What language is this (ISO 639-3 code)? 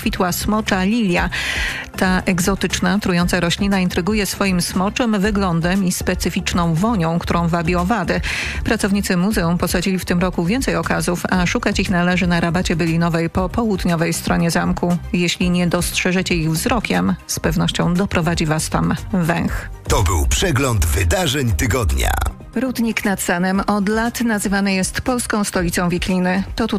pol